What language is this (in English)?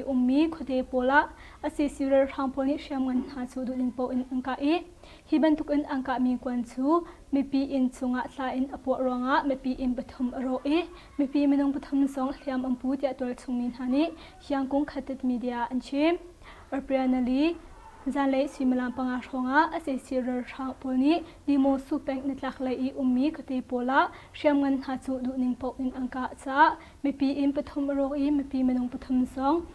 Hakha Chin